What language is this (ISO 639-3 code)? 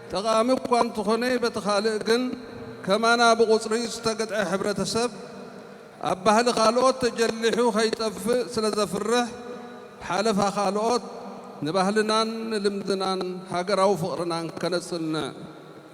tir